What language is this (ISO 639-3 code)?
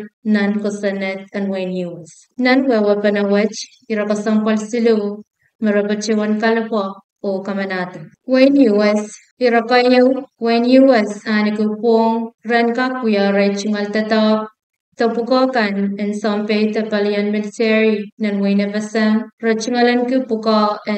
pon